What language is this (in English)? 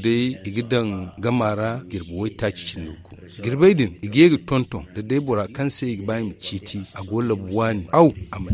Zarma